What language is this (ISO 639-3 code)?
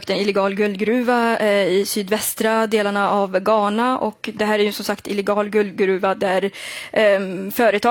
swe